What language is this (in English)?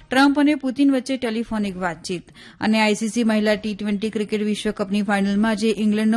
Gujarati